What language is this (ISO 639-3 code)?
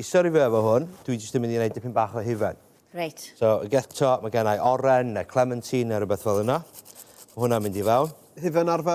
cym